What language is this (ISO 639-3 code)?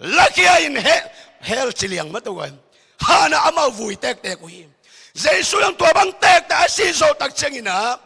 ctd